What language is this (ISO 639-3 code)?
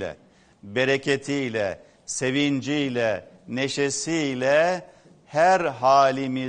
tur